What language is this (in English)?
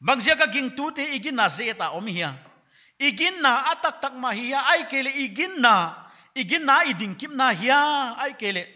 Paite Chin